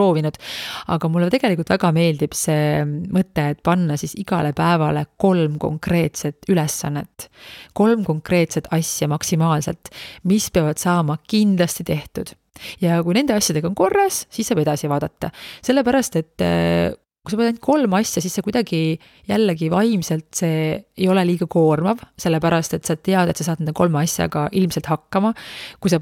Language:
Estonian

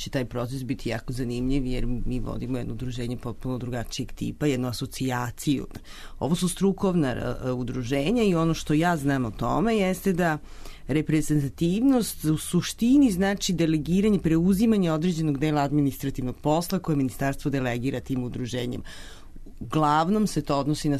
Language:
Serbian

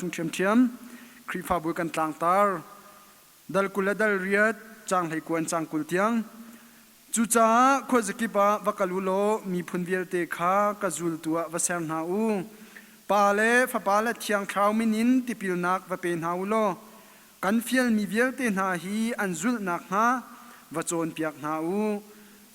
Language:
Hakha Chin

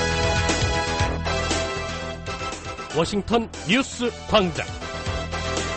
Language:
Korean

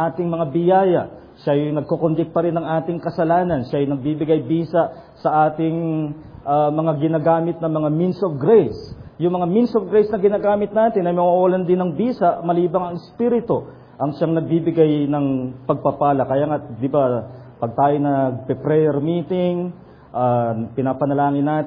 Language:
Filipino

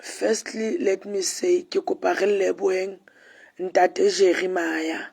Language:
Southern Sotho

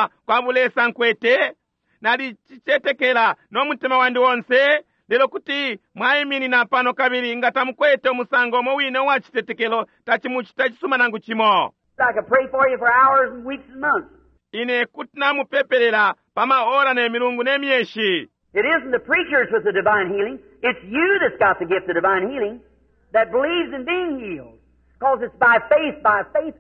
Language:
Bemba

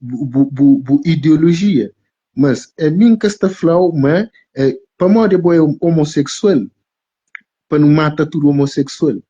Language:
Kabuverdianu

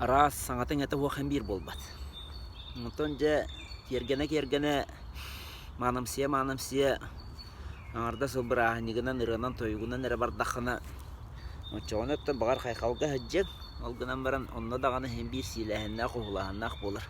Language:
Yakut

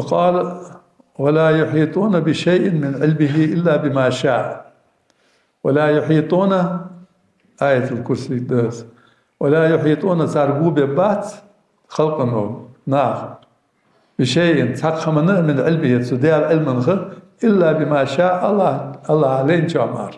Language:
Ingush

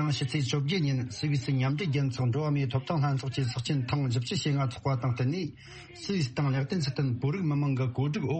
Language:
Tibetan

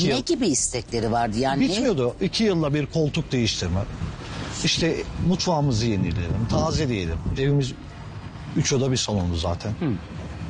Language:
Turkish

